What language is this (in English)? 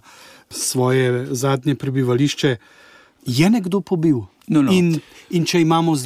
Slovenian